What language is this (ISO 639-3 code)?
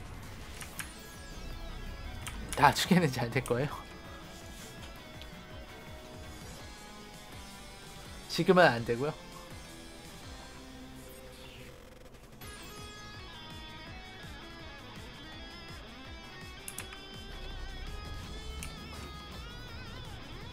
kor